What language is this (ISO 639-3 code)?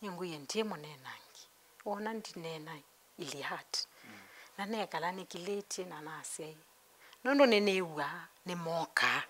kam